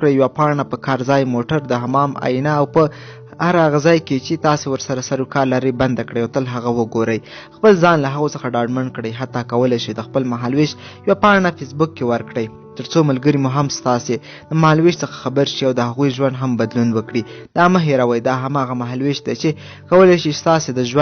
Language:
Pashto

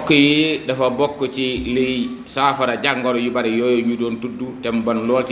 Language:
Wolof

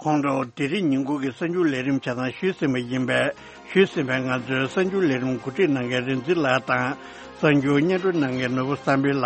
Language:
Tibetan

